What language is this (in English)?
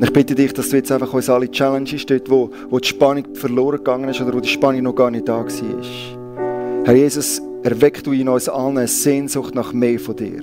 Swiss German